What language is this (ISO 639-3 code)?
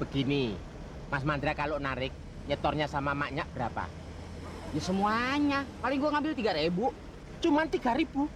bew